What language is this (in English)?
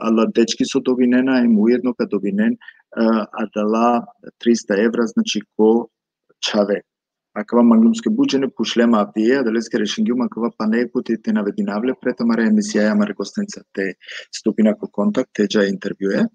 Balkan Romani